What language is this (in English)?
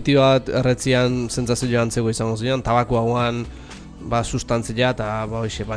Basque